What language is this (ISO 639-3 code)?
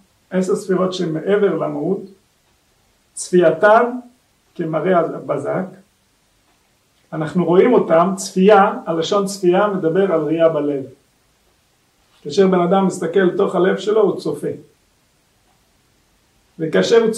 heb